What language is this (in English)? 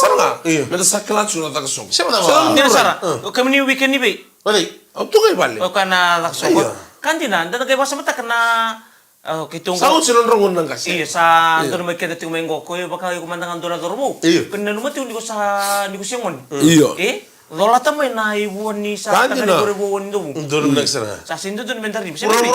Fijian